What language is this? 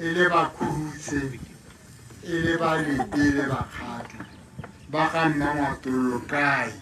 Tswana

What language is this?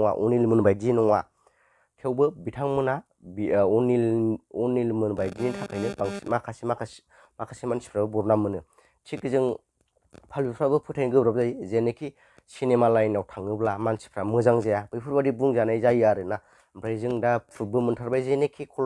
Bodo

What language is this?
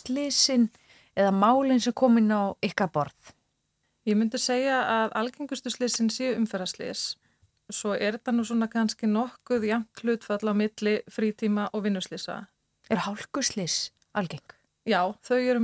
Icelandic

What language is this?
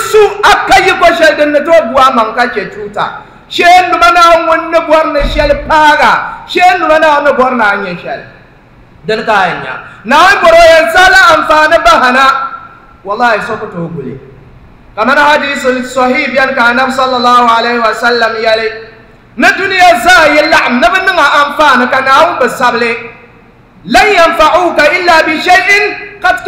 Dagbani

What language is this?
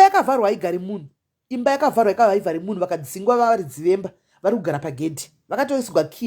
Shona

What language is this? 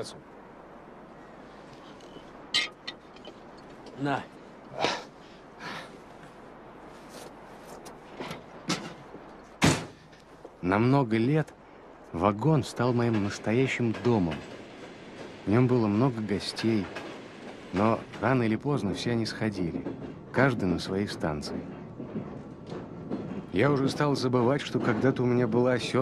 Russian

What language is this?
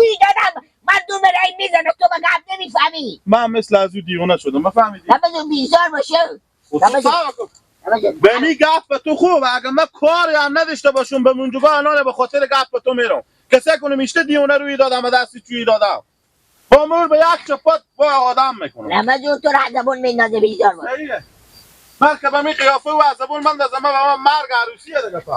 Persian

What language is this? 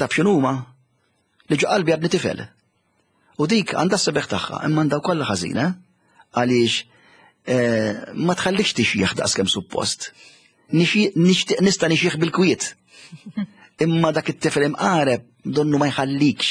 Maltese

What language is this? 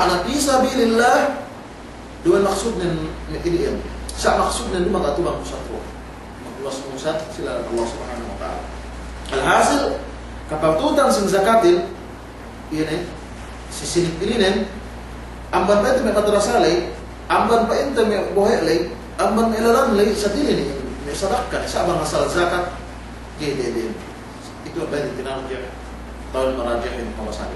Yakan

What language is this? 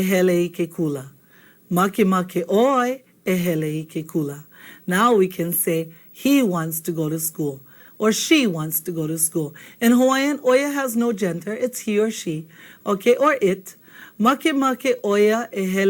Hawaiian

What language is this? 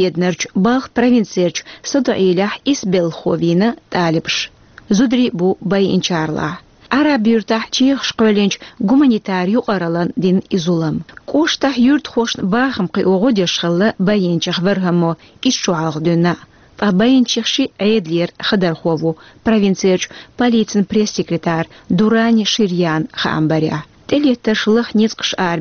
Chechen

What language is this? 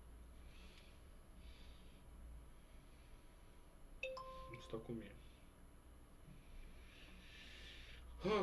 Romanian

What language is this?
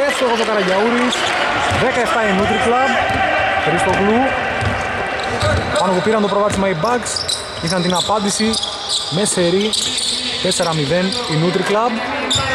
Greek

